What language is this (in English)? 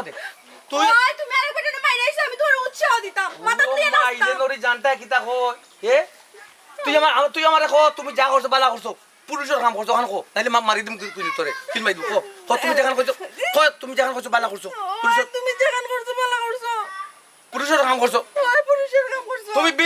Sylheti